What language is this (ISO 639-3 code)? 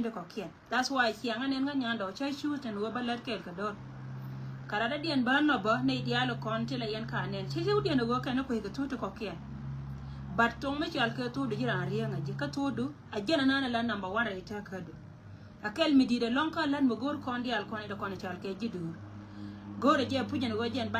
nus